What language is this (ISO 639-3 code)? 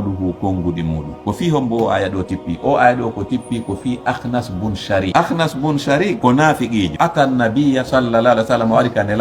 ful